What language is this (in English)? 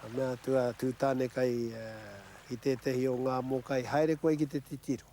Māori